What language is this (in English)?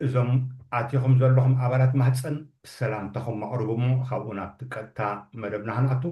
Tigrinya